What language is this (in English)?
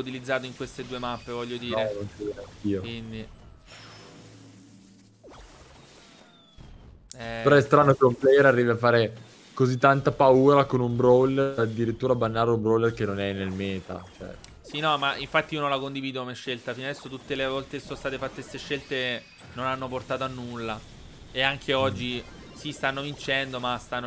Italian